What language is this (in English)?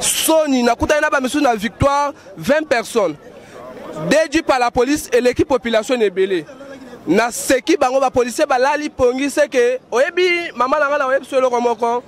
Lingala